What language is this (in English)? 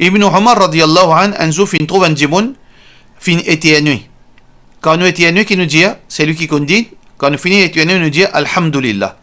Morisyen